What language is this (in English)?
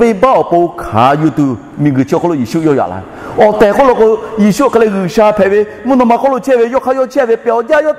Lahu